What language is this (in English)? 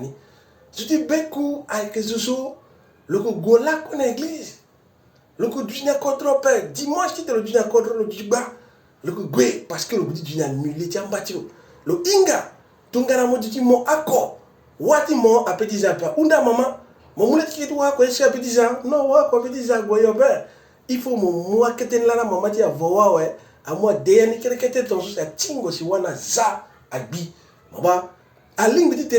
Sango